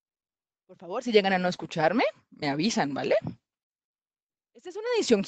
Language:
Spanish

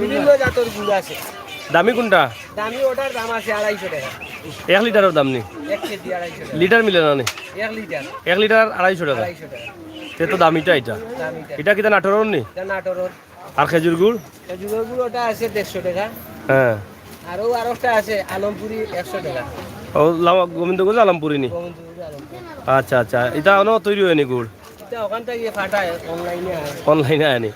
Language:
Sylheti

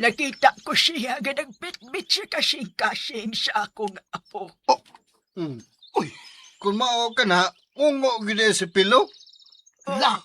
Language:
Cebuano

